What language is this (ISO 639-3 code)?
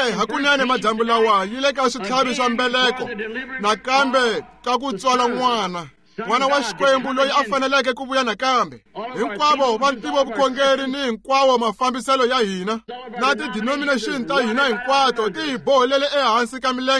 tso